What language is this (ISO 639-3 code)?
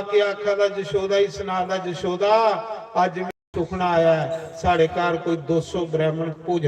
doi